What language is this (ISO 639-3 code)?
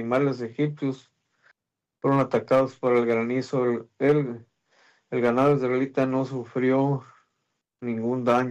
spa